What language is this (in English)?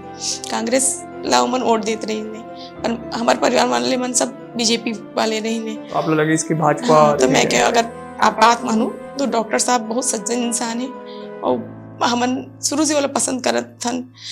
Chhattisgarhi